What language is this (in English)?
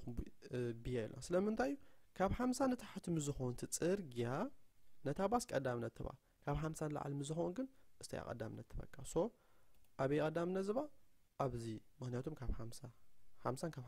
Tigrinya